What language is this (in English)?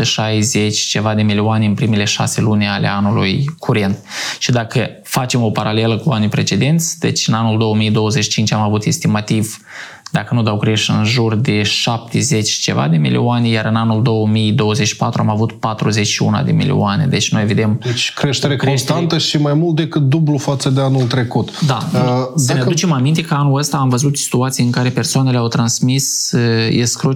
Romanian